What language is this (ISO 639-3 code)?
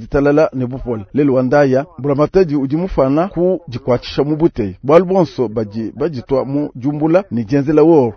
lua